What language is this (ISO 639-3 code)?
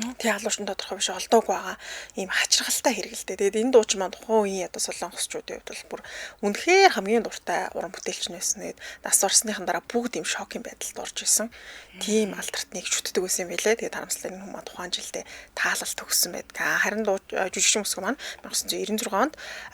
mon